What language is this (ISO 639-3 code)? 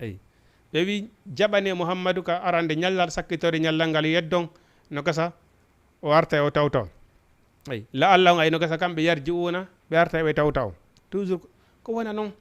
ful